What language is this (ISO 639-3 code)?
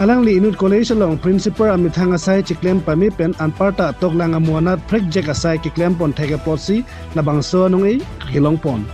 mjw